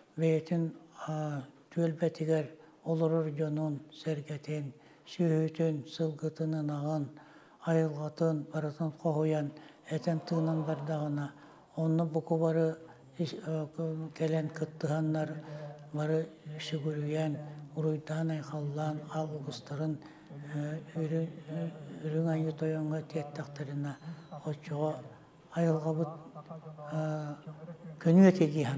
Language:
Yakut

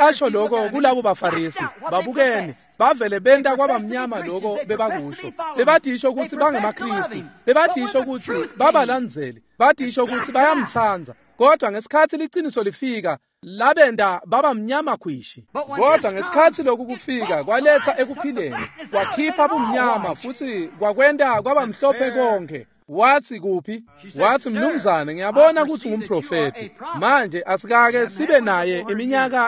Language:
Swati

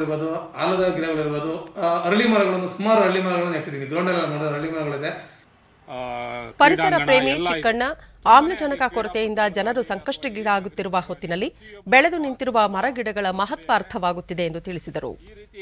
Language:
Kannada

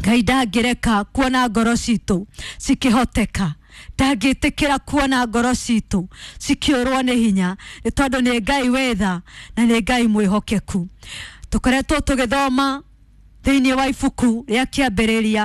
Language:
Kikuyu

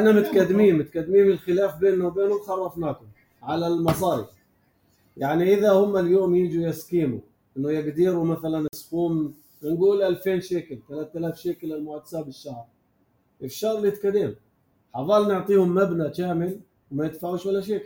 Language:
North Levantine Arabic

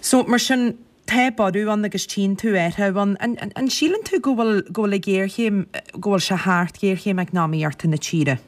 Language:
Irish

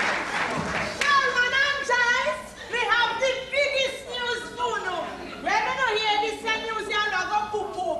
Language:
Jamaican Creole English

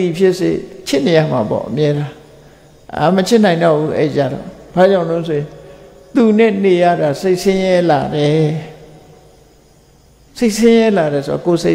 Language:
Burmese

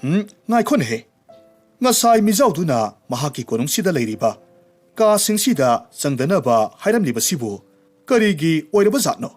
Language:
Manipuri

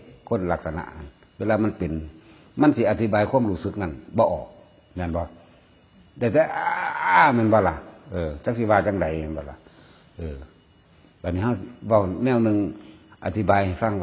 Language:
Northeastern Thai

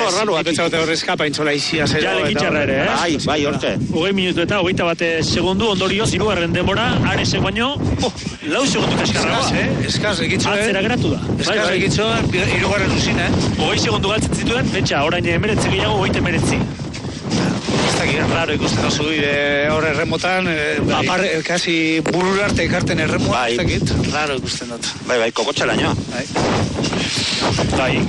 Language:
Basque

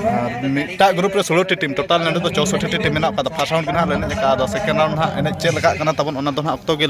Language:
Santali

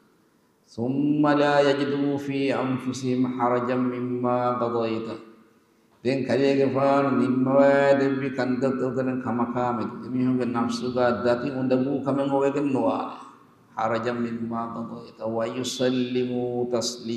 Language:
Divehi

